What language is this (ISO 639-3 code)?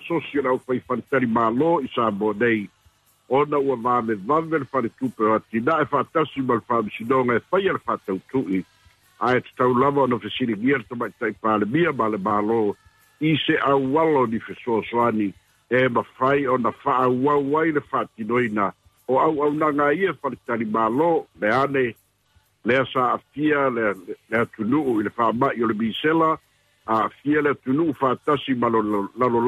smo